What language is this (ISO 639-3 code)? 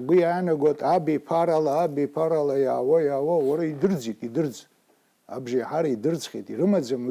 abk